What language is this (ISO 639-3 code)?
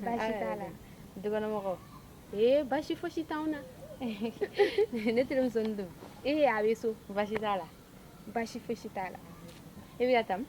bam